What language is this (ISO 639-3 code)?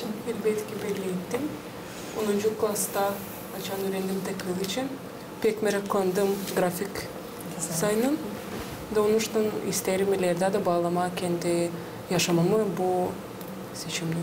gag